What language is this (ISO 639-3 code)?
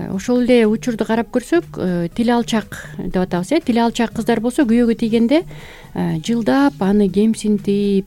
kir